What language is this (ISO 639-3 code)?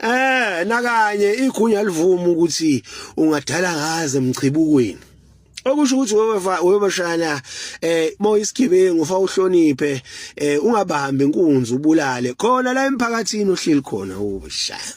zul